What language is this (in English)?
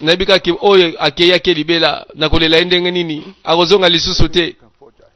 Lingala